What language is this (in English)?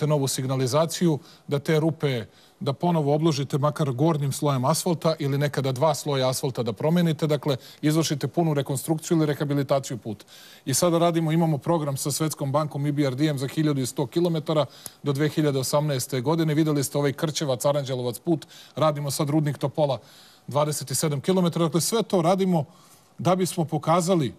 Serbian